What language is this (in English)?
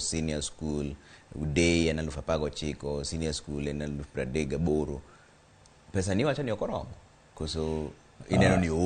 Luo (Kenya and Tanzania)